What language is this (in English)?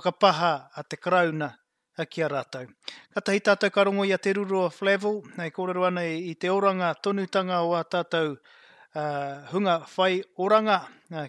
Māori